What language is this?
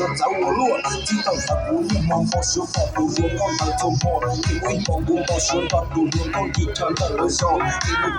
Hmong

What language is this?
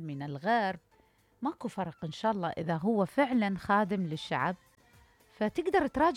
Mesopotamian Arabic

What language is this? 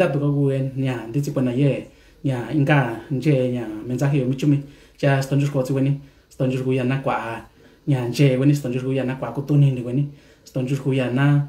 Mixtepec Mixtec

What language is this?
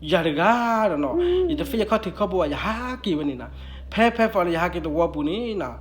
S'gaw Karen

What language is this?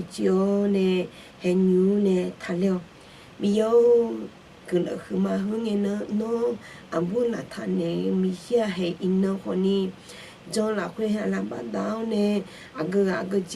Akha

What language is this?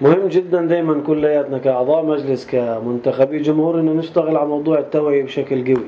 North Levantine Arabic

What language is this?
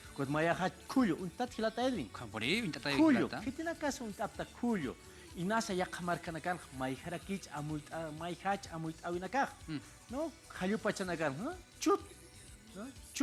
Aymara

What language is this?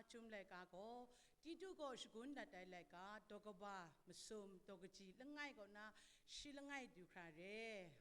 Kachin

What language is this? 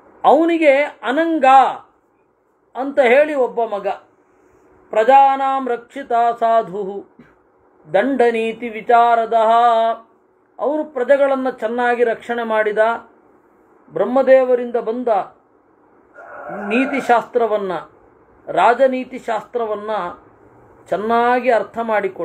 Kannada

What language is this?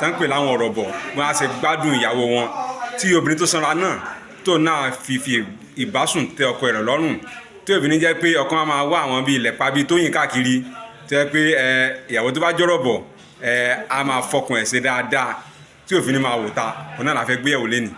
Yoruba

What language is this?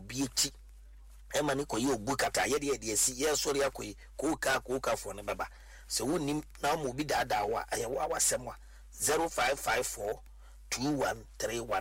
Akan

